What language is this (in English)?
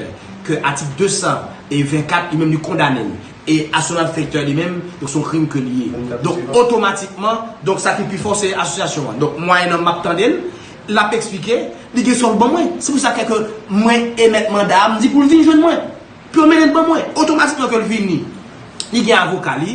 Haitian Creole